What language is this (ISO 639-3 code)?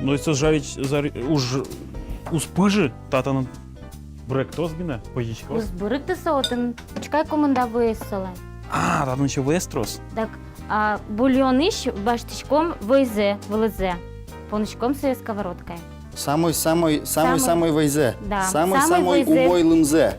udm